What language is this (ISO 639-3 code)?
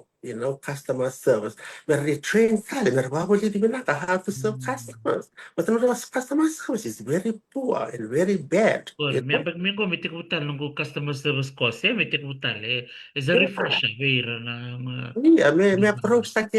fij